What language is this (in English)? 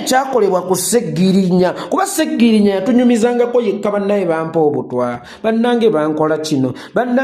Ganda